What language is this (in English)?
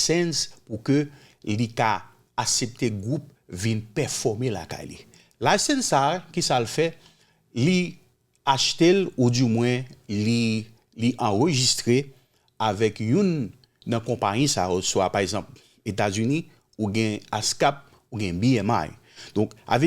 Haitian Creole